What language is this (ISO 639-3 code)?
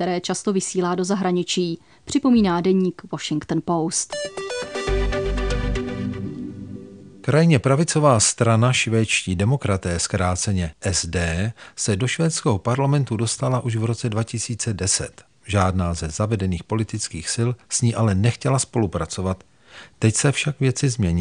ces